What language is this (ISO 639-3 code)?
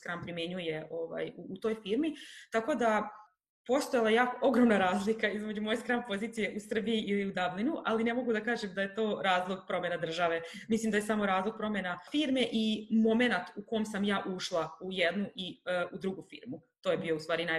srp